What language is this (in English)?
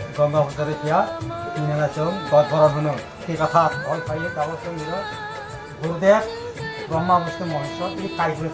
Kok Borok